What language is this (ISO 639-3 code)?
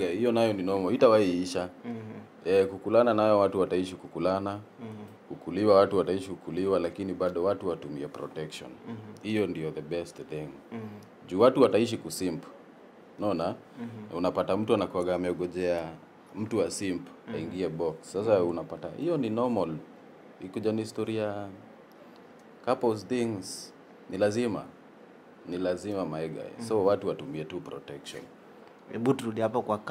swa